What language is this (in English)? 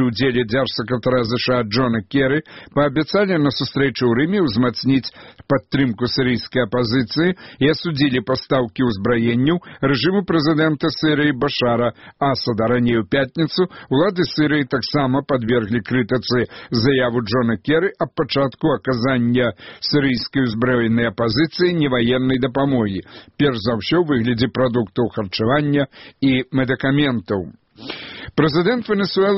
Belarusian